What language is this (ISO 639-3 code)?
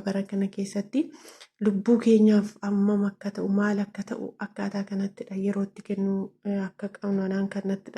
orm